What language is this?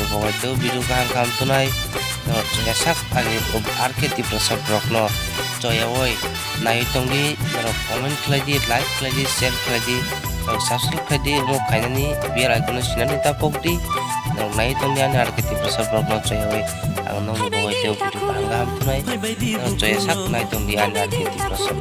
Kok Borok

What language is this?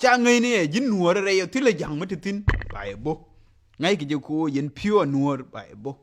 Nuer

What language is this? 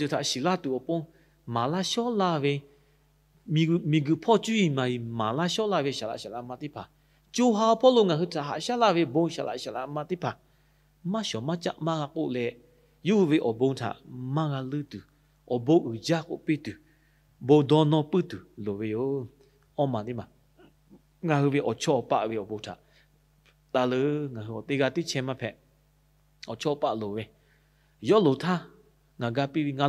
Lahu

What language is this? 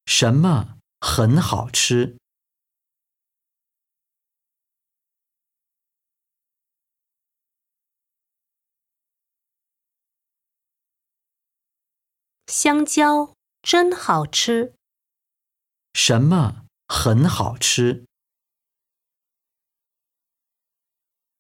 Chinese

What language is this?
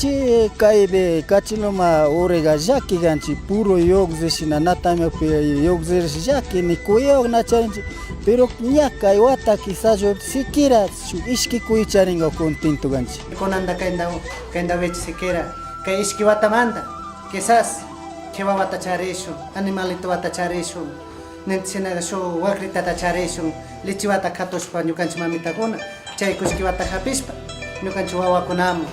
Chimborazo Highland Quichua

